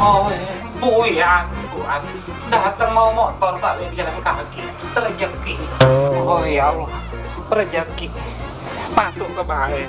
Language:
Musi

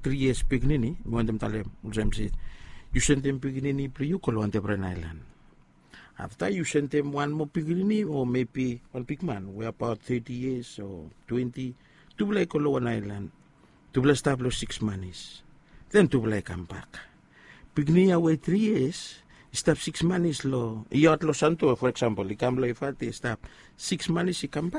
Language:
Bislama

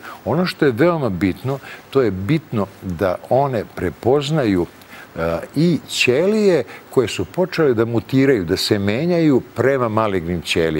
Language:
Serbian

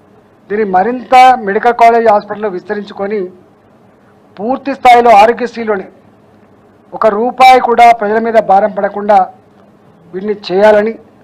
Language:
Telugu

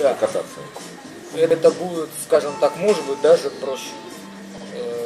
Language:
Russian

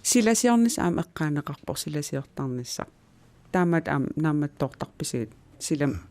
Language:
Kalaallisut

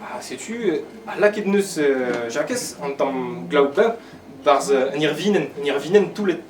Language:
Breton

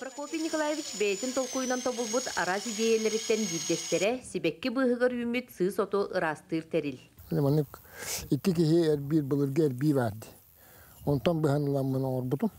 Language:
Yakut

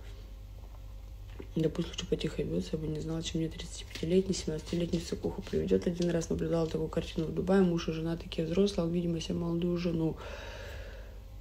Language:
Russian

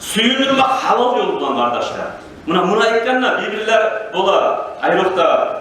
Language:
Kumyk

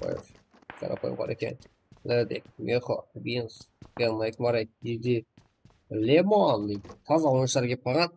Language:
Kara-Kalpak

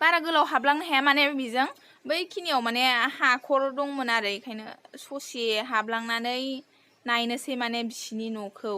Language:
Bodo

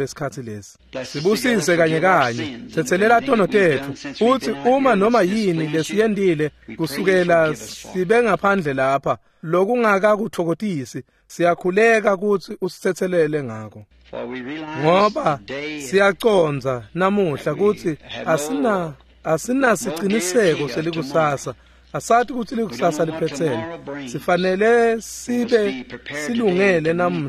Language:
Swati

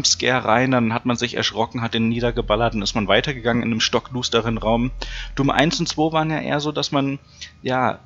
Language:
German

